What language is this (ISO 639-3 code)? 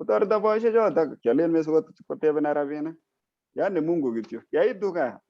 kln